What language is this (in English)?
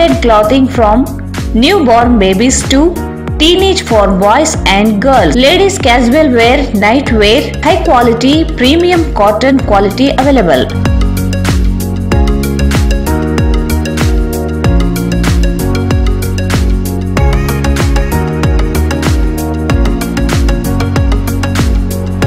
Kannada